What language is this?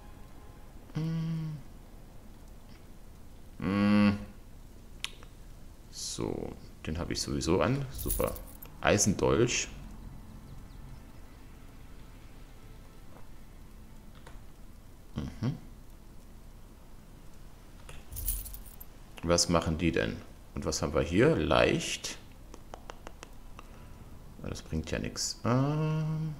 German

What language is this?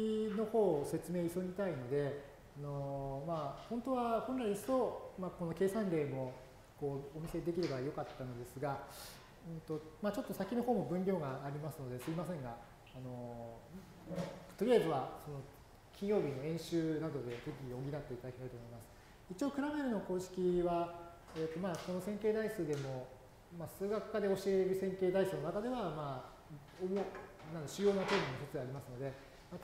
Japanese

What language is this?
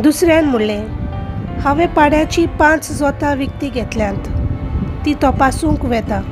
Konkani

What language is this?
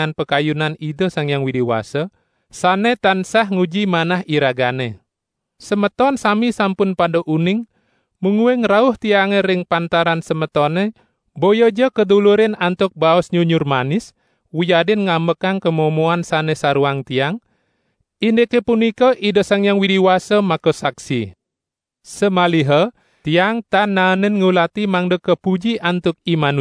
Balinese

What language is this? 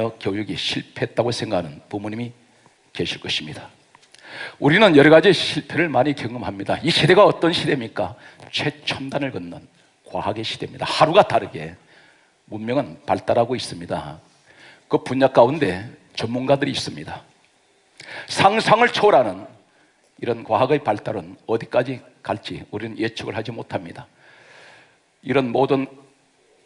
Korean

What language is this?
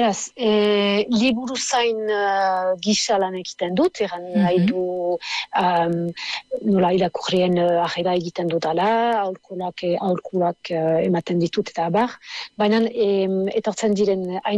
Basque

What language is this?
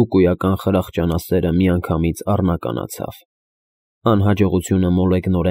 Armenian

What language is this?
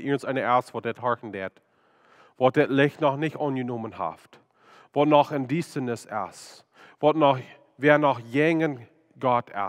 Plautdietsch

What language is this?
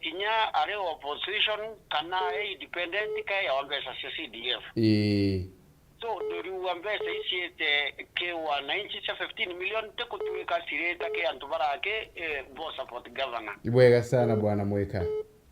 Meru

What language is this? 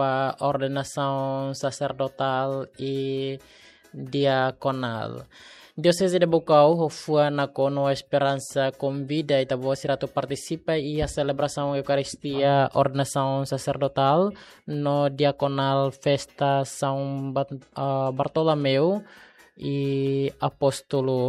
Tetum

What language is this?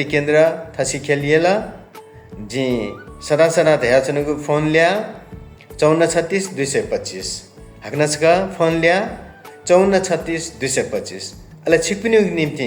Newari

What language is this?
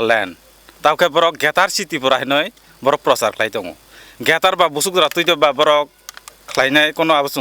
Kok Borok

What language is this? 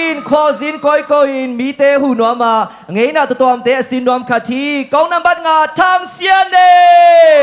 Tedim Chin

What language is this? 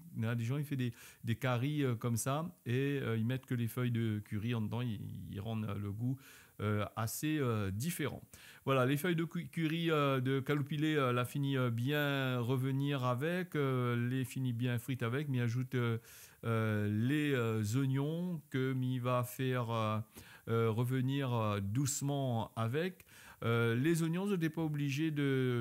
Réunion Creole French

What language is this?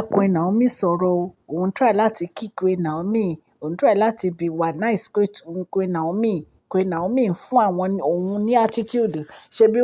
Yoruba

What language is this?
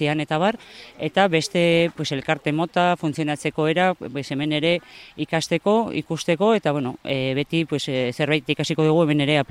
Basque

